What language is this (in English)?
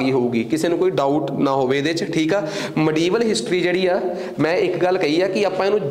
Punjabi